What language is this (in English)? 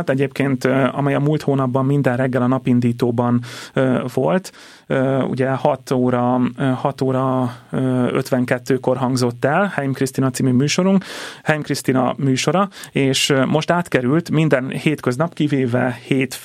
Hungarian